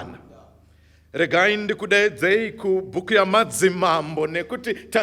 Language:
Shona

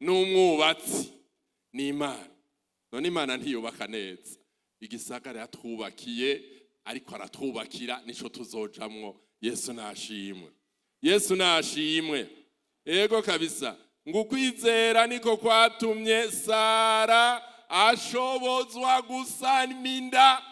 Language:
Rundi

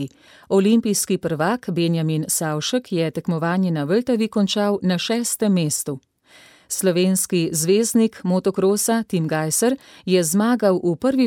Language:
Slovenian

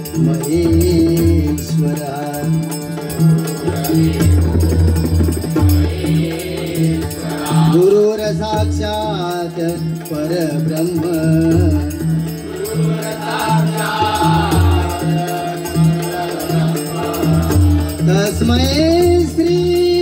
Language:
Marathi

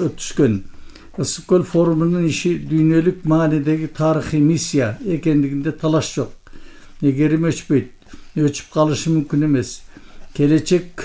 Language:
Kyrgyz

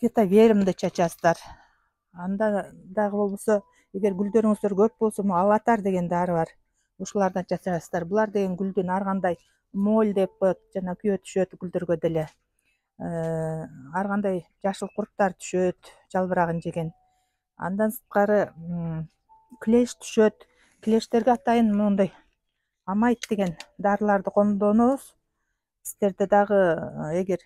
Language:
Kyrgyz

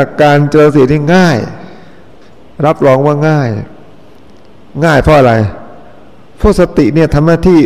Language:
Thai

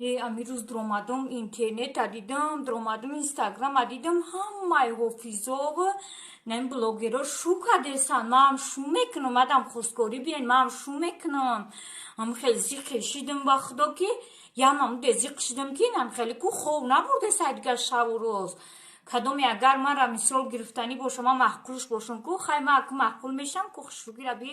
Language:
Tajik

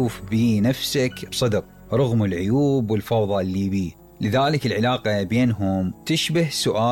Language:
Mesopotamian Arabic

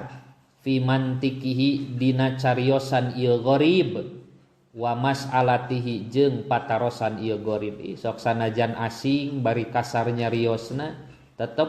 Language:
Sundanese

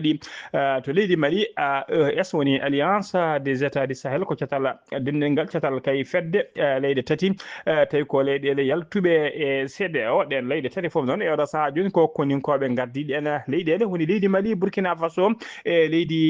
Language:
Fula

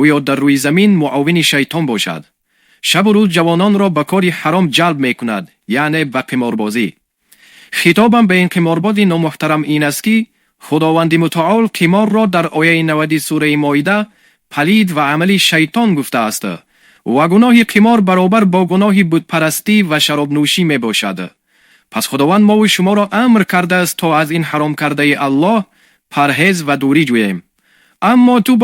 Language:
Tajik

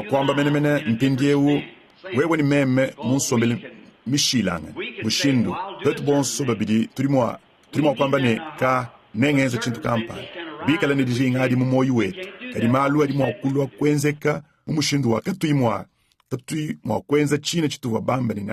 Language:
Luba-Lulua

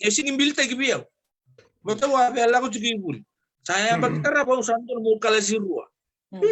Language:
Fijian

